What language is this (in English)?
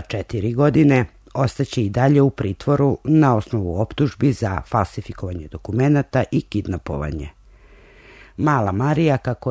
Serbian